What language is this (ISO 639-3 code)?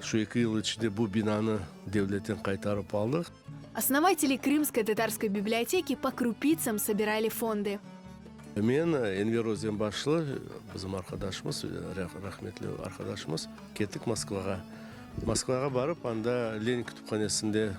crh